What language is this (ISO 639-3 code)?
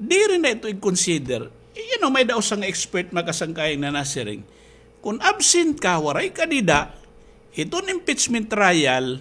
war